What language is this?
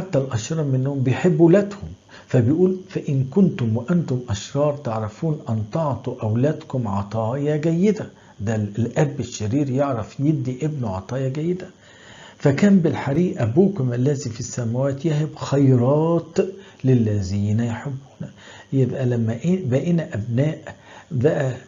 Egyptian Arabic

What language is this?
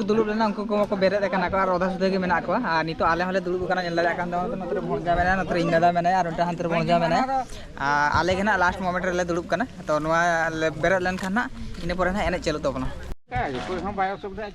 Santali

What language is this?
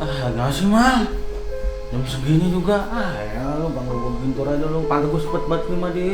Betawi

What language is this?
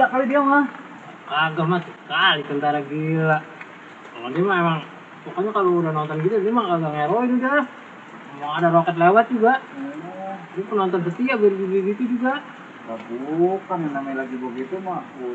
Betawi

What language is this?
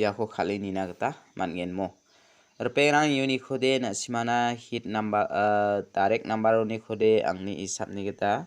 Garo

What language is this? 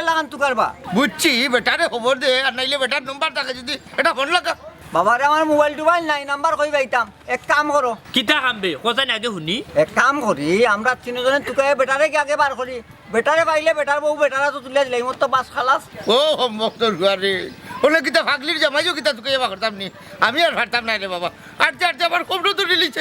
Sylheti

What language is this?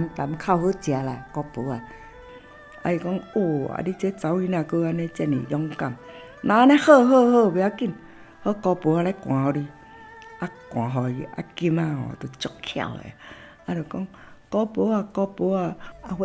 Min Nan Chinese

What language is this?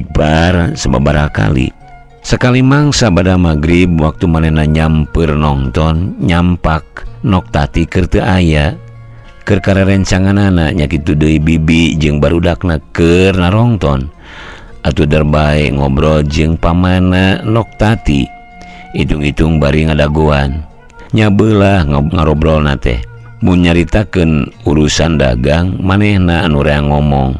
Sundanese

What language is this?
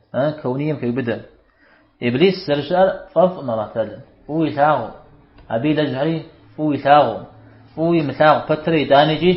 Kabardian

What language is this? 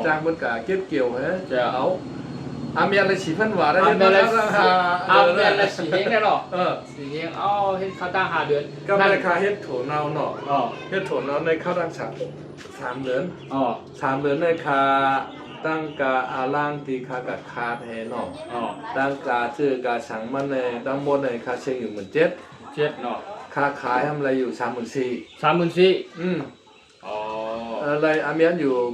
Shan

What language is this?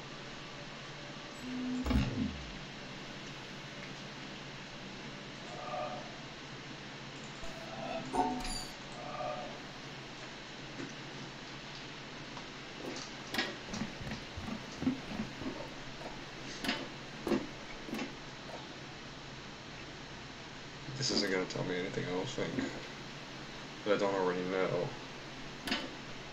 English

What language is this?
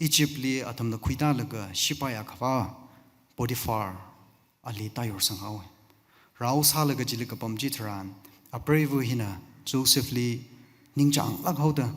Tangkhul Naga (India)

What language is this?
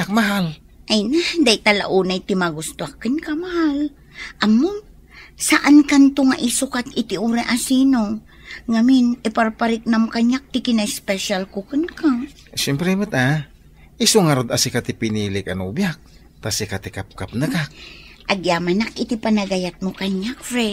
Iloko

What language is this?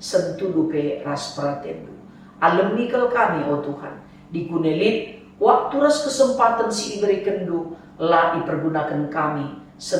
Batak Karo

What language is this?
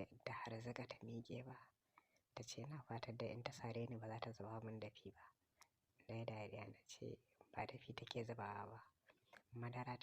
Hausa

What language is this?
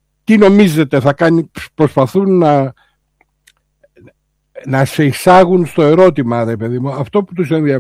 Greek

